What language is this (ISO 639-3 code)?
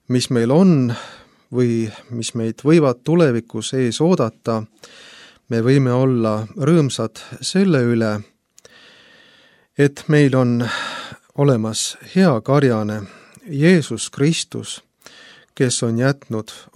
est